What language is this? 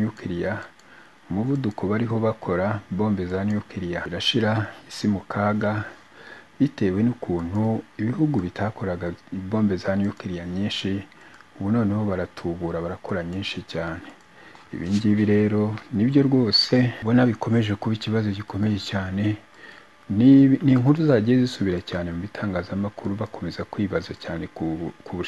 Kinyarwanda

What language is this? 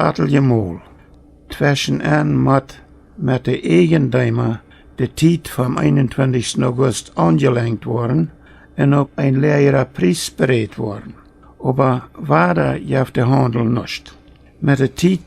Plautdietsch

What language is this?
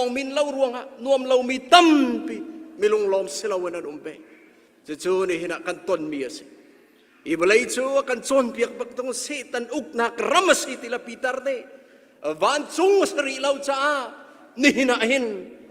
Hakha Chin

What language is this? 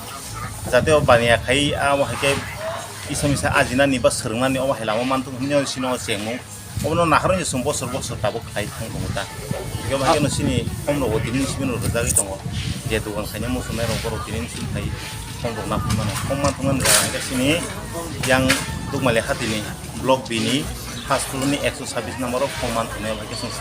Kok Borok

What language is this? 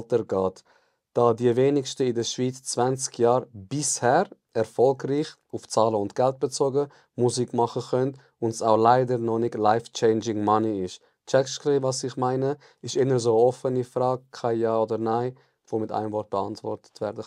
Swiss German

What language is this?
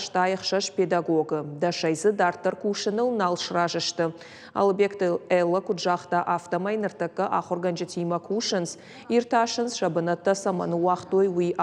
Ossetic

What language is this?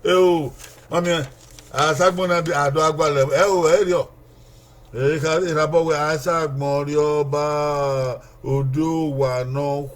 Bini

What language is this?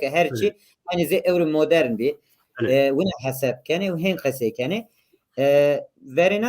Zaza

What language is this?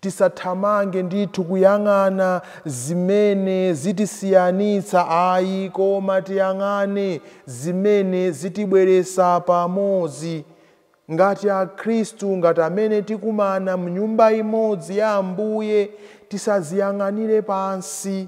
Nyanja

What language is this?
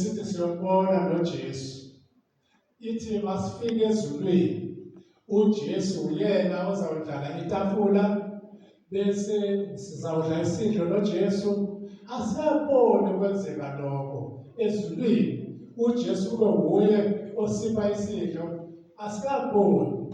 Zulu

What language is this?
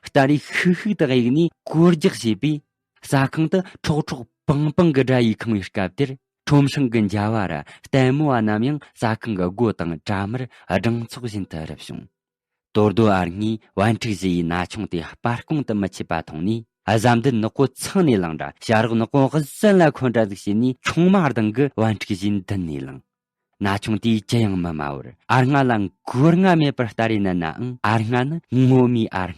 Tibetan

